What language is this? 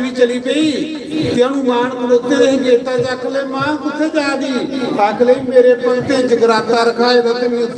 Dogri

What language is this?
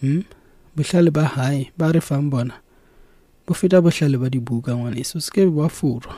Southern Sotho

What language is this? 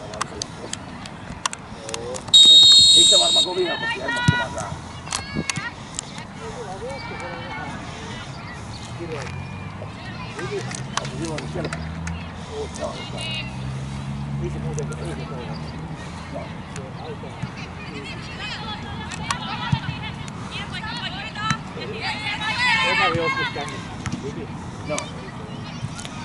Finnish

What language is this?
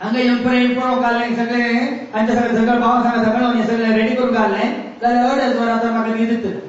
Konkani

